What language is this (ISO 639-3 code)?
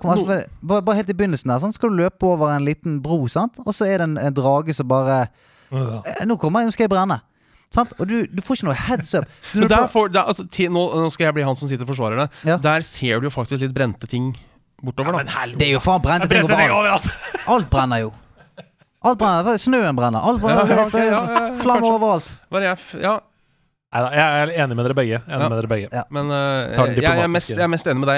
nor